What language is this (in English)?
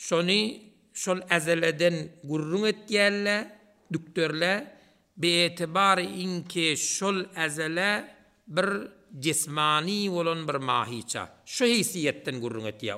Turkmen